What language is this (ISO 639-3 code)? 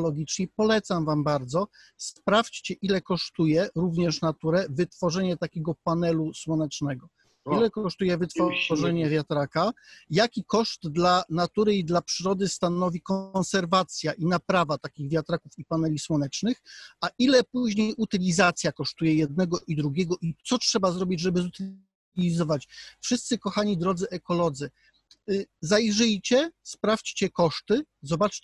pol